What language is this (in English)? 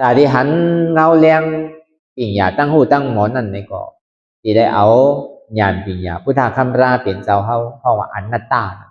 Shan